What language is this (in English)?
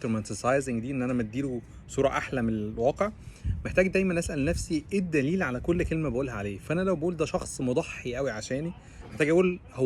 Egyptian Arabic